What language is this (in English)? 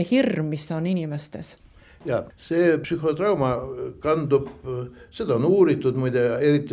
Estonian